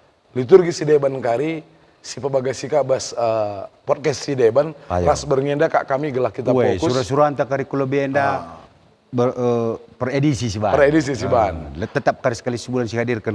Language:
Batak Karo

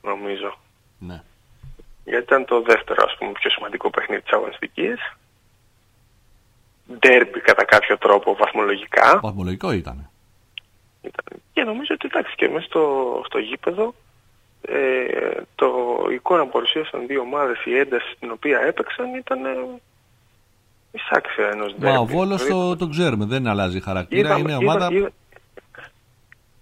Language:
Greek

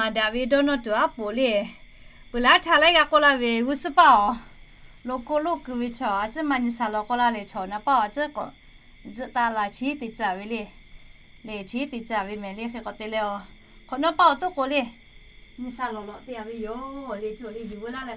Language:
Lahu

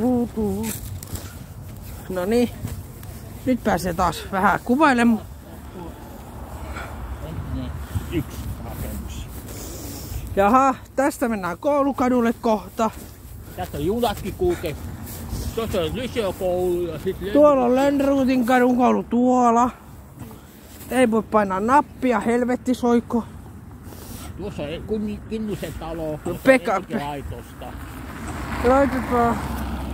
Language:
Finnish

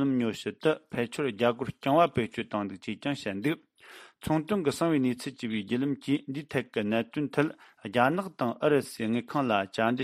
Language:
Tibetan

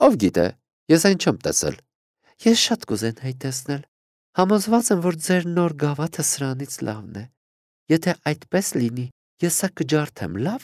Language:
Armenian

